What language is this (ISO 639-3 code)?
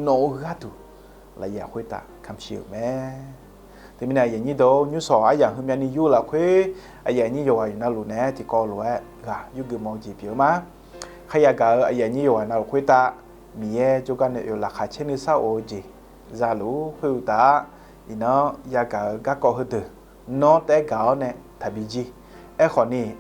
ahk